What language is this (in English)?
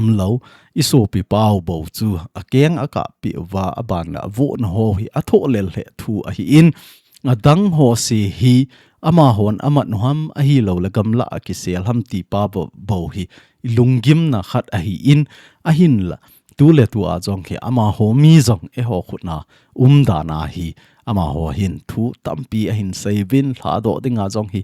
Thado Chin